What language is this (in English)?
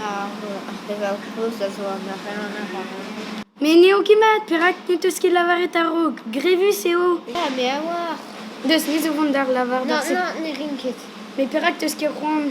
Breton